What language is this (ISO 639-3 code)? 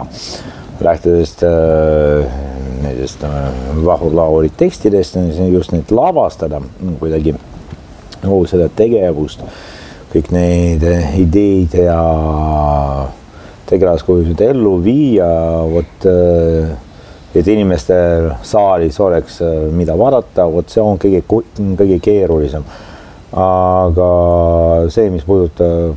est